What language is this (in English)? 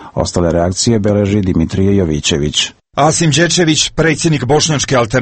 Serbian